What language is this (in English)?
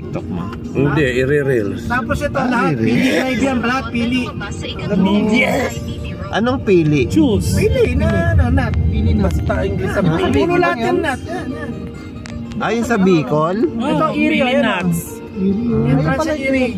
Filipino